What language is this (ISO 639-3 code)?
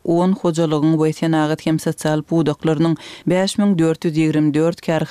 kir